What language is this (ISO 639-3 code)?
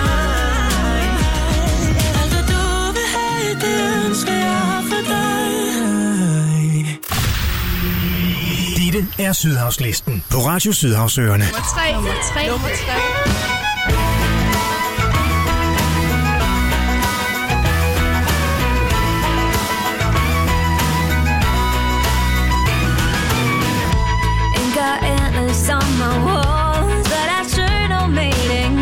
dan